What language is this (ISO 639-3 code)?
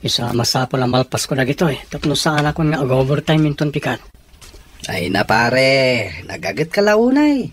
ilo